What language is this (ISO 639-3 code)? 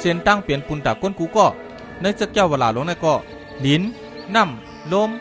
shn